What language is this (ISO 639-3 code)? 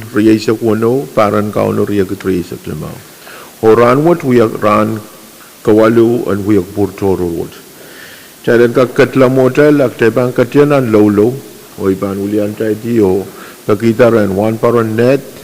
pon